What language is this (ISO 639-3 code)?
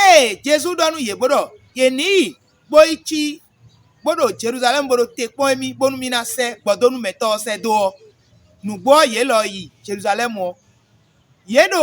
fon